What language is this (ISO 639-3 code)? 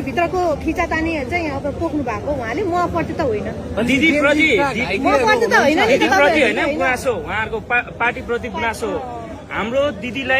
nep